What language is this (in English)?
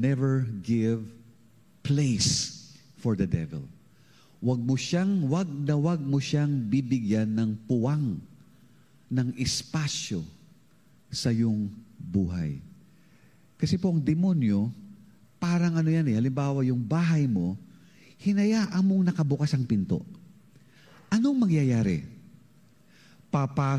Filipino